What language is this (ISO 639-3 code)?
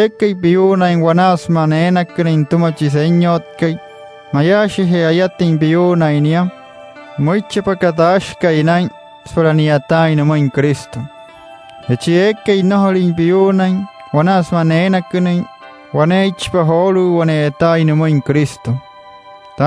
guc